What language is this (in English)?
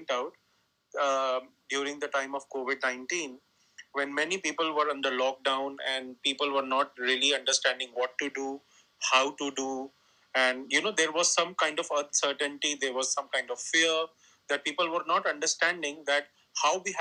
English